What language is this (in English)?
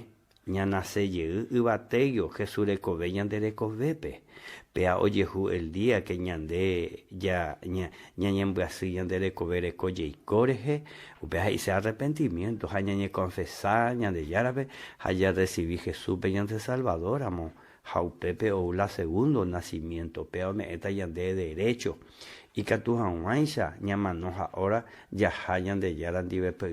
Guarani